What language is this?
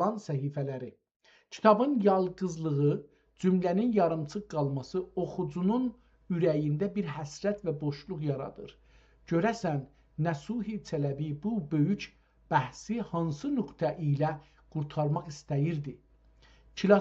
South Azerbaijani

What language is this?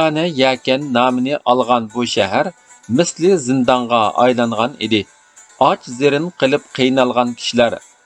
Uyghur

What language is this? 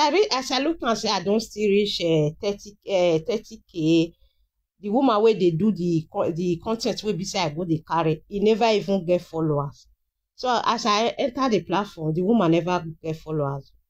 Nigerian Pidgin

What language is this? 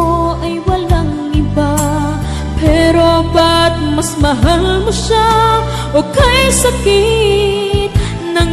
Filipino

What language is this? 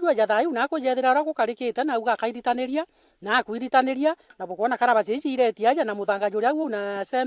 Meru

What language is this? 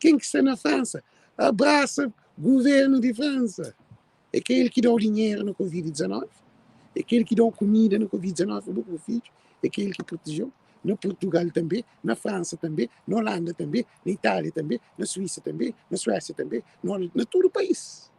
Kabuverdianu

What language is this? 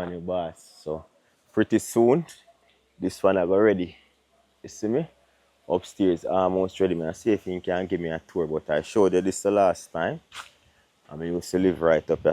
Jamaican Creole English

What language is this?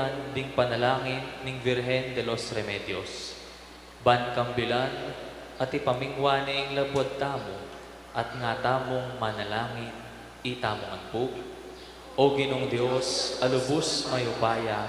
Pampanga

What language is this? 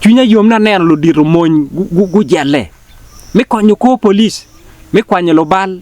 Acoli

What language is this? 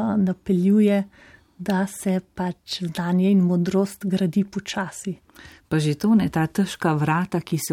Slovenian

